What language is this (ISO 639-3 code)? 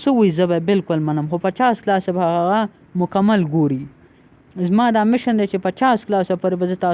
pus